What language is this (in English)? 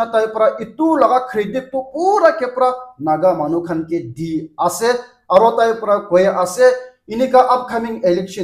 Naga Pidgin